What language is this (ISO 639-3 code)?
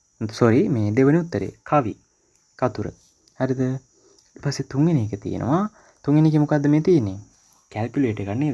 sin